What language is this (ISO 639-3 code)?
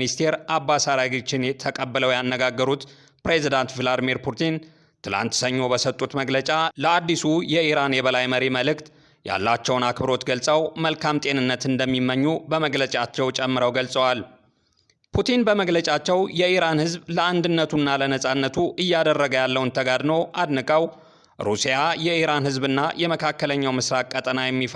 amh